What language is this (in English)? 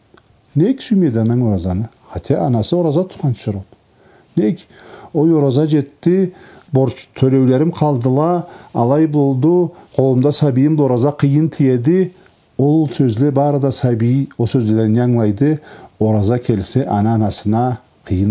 Karachay-Balkar